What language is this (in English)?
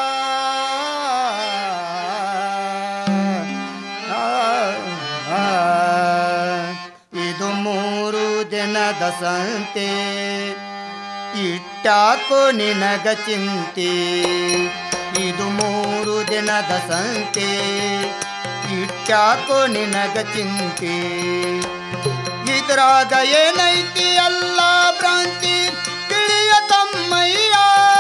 Kannada